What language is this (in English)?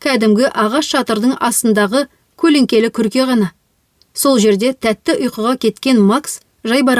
Kazakh